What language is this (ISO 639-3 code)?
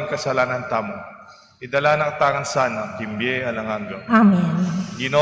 pam